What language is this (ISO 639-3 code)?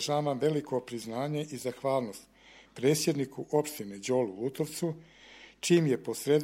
srp